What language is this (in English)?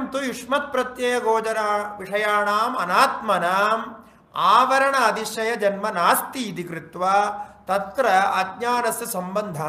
Sanskrit